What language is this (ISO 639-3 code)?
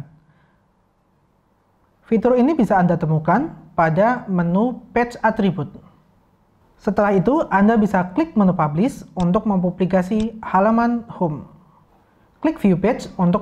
ind